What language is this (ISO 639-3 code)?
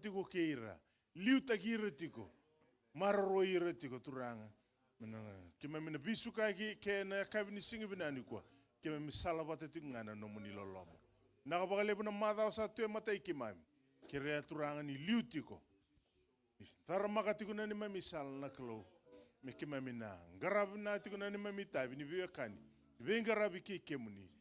fij